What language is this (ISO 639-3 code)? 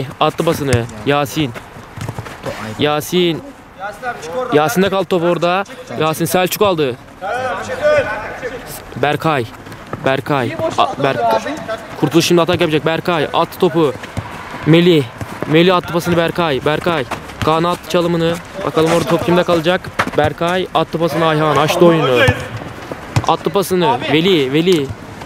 tur